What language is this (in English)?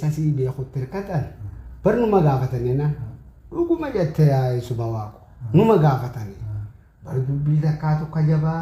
Oromo